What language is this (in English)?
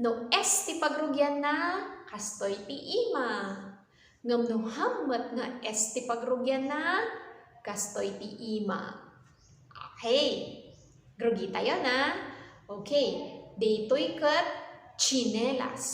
Iloko